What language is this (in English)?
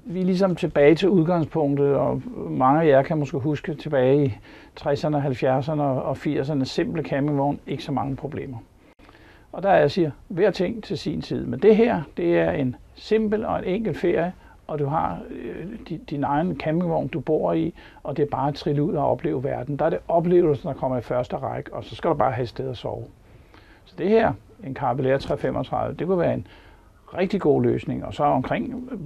Danish